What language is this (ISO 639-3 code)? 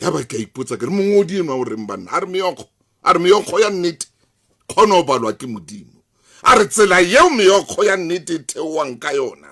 sot